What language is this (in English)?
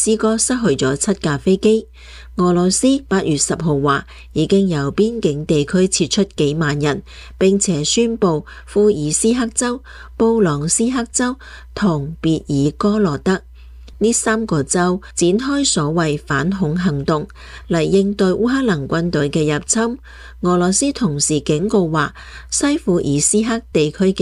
Cantonese